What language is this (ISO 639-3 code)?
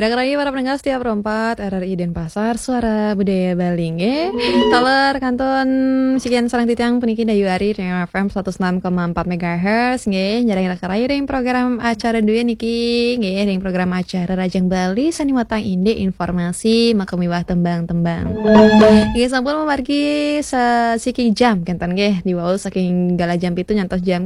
ban